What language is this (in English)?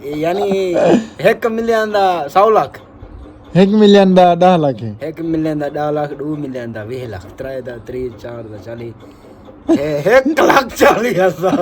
Saraiki